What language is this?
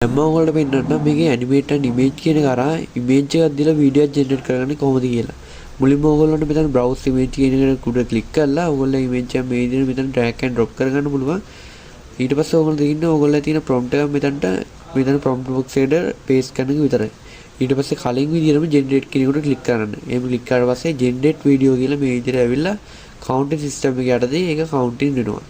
Sinhala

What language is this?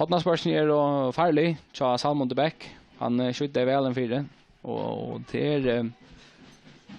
Faroese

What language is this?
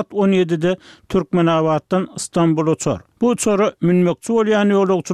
Turkmen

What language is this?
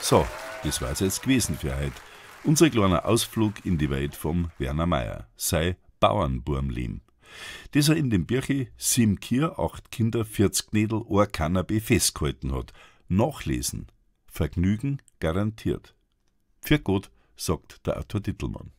Bavarian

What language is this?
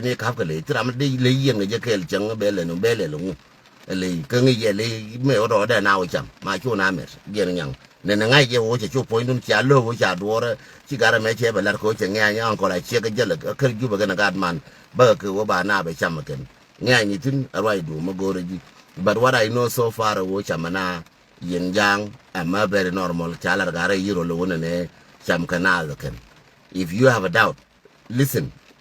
Nuer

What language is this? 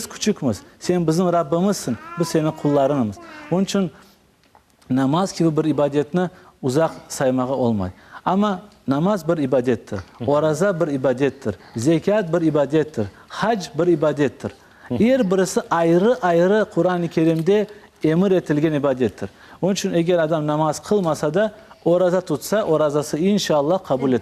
Crimean Tatar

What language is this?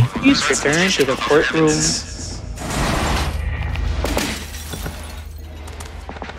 Filipino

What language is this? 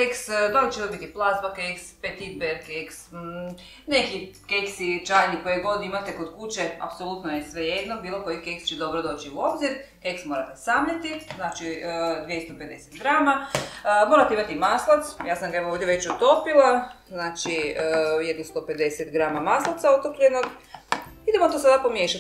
Croatian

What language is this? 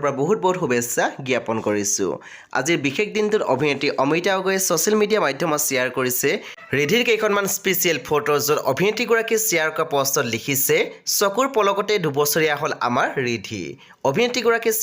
Assamese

